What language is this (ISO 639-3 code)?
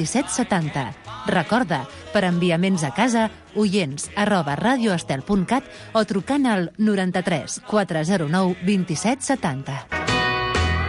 cat